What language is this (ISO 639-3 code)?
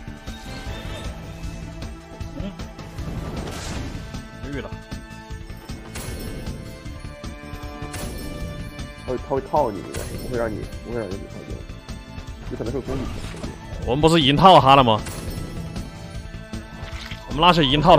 zho